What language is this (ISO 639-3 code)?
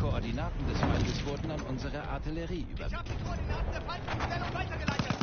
gsw